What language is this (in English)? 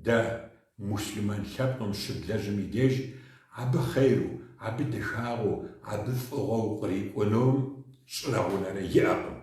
Kabardian